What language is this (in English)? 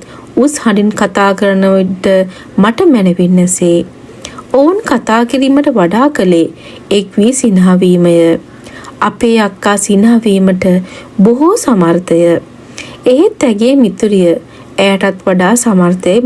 Sinhala